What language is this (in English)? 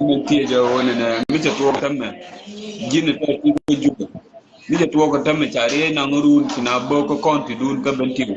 Nuer